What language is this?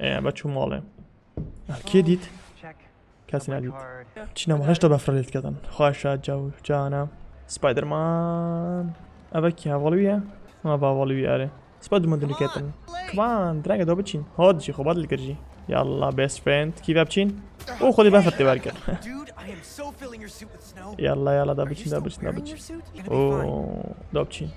Kurdish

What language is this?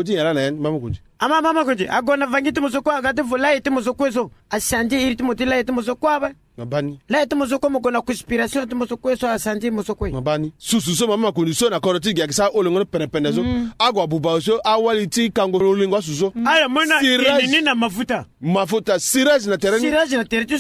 Sango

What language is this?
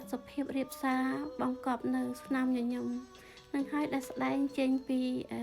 Khmer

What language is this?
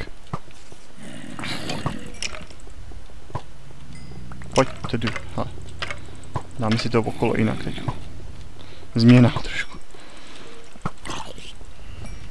Czech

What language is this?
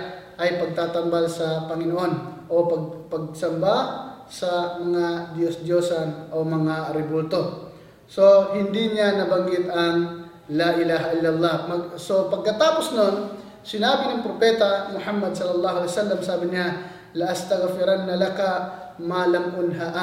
Filipino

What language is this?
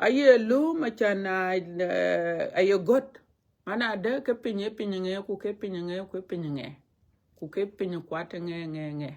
Dinka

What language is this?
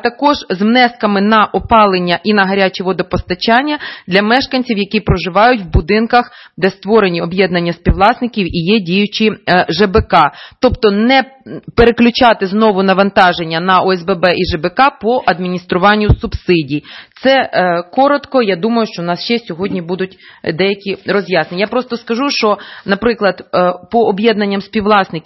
Ukrainian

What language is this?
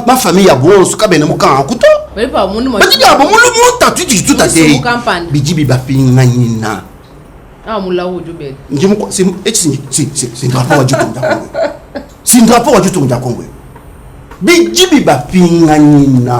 Luba-Lulua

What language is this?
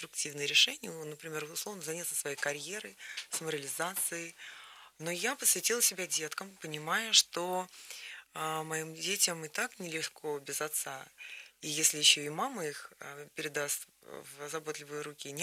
Russian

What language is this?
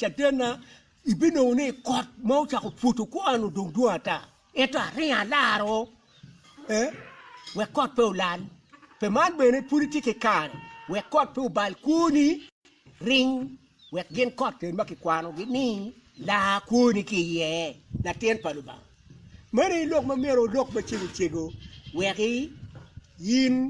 Acoli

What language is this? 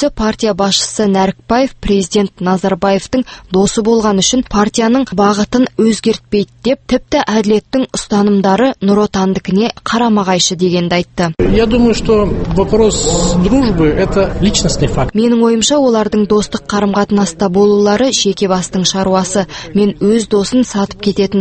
Kazakh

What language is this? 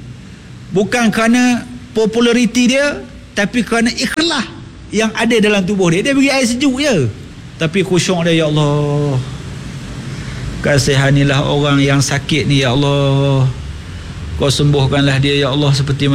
Malay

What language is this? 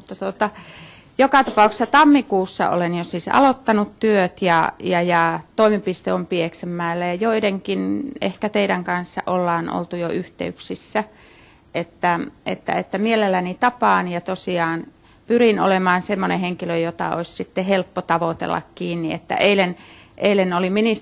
Finnish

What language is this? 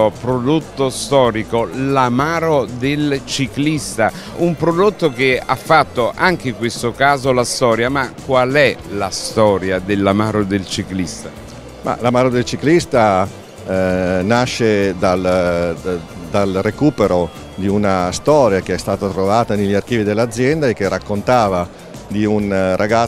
Italian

